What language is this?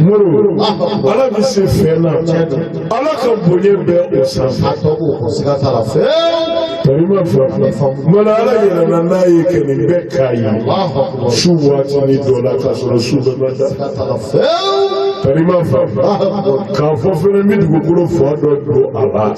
Bambara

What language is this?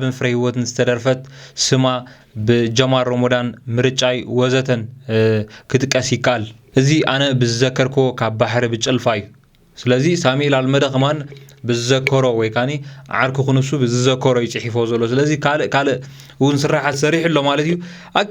Tigrinya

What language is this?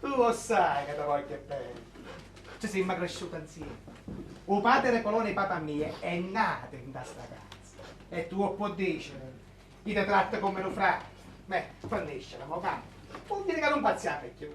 Neapolitan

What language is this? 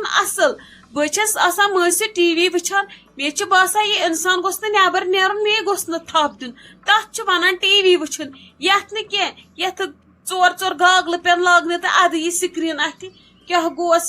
Kashmiri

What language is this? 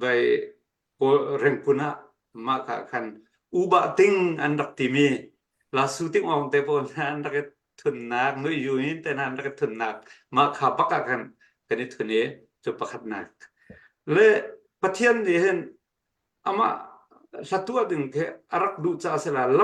Hakha Chin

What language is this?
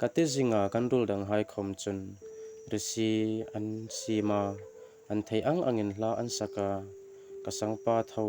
Hmar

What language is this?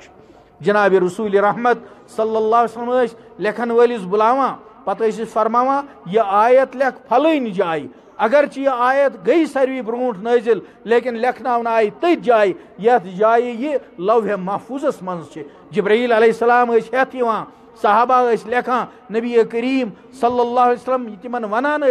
Kashmiri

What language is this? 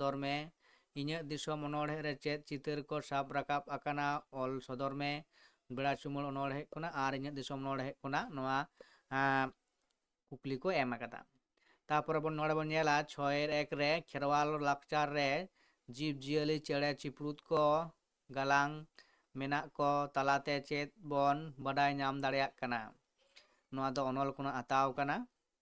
Santali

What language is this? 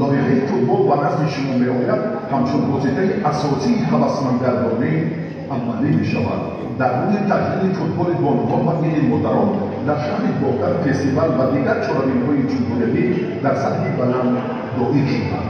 Tajik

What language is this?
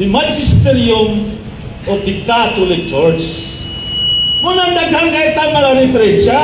Cebuano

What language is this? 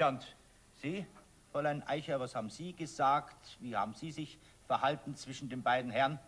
Bavarian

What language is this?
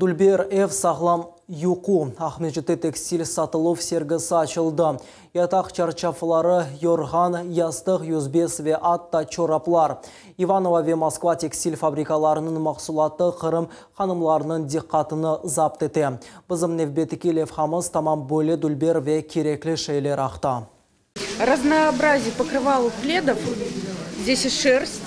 Crimean Tatar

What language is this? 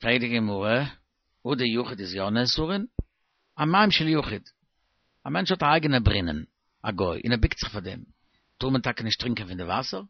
Yiddish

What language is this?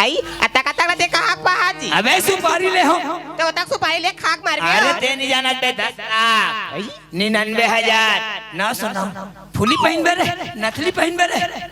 Chhattisgarhi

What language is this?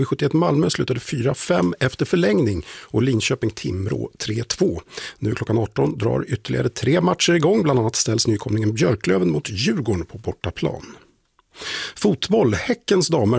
Swedish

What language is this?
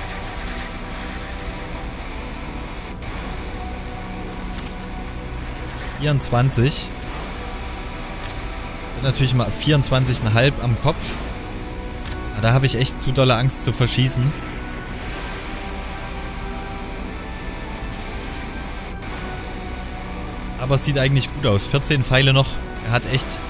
German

